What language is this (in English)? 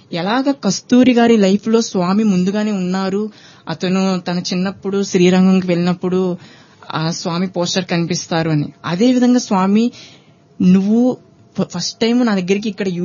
Telugu